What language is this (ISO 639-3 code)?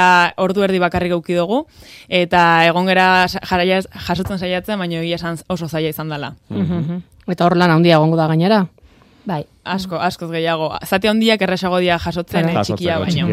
eus